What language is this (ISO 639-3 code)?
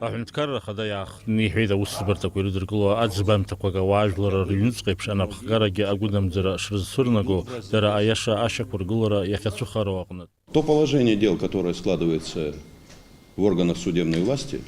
abk